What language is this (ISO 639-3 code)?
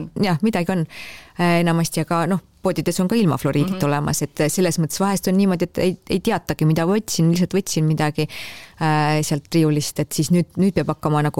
est